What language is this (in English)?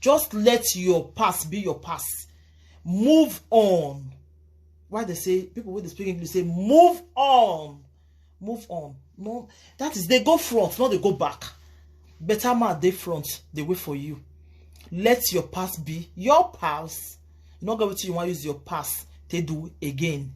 Nigerian Pidgin